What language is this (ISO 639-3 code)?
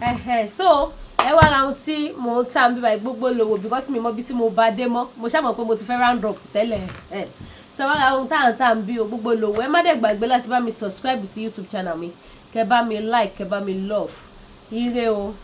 yor